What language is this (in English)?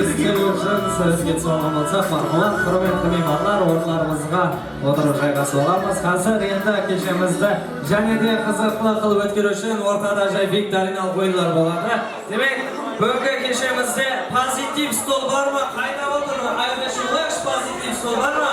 Kara-Kalpak